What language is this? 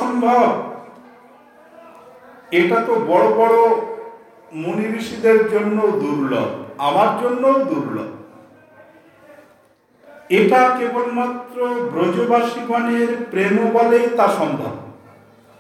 Bangla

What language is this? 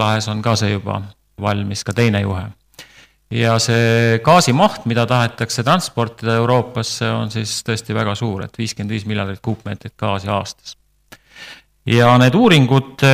Estonian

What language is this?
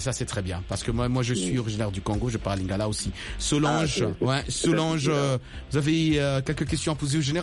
French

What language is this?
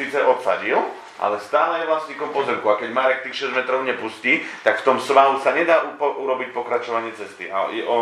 Slovak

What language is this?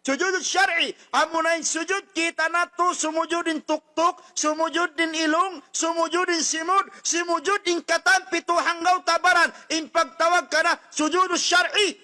Tausug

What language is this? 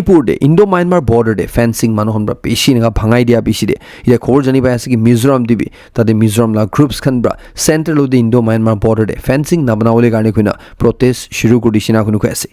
Naga Pidgin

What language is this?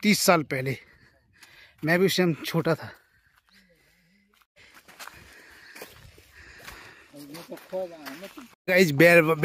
Hindi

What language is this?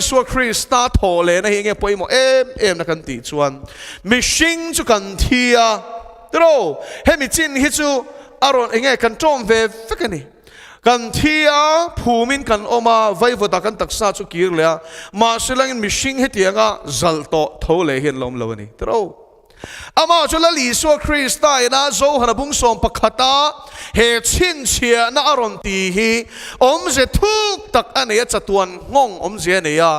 Mizo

